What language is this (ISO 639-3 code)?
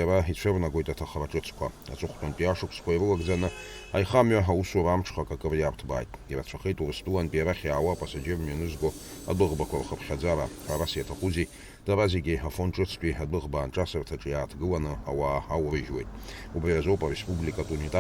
abk